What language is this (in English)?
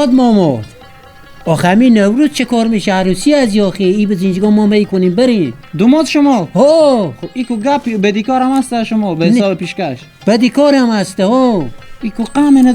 Persian